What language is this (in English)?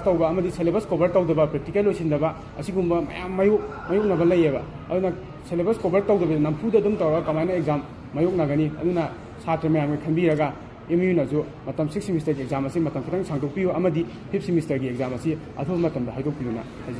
Manipuri